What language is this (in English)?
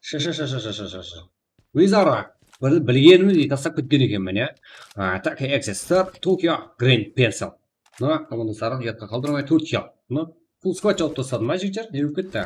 Kara-Kalpak